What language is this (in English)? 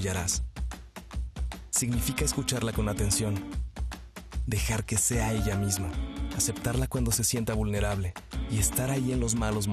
Spanish